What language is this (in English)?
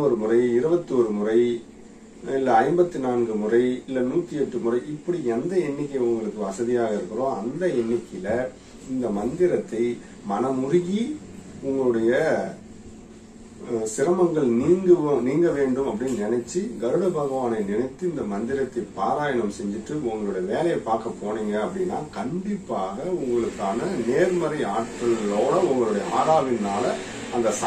Tamil